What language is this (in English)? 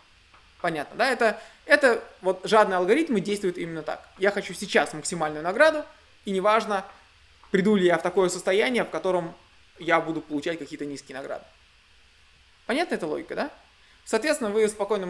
Russian